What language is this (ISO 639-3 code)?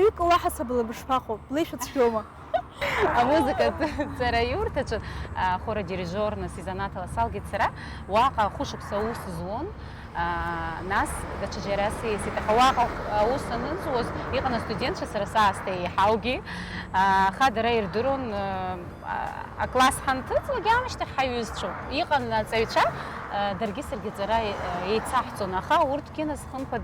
abk